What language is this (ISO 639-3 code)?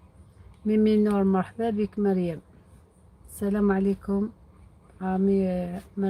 arq